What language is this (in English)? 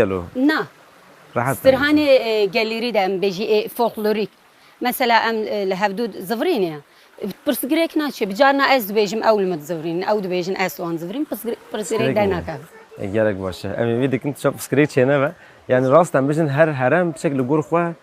Kurdish